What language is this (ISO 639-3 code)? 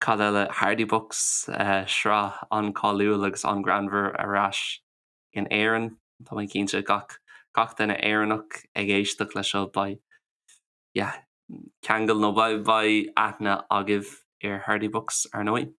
gle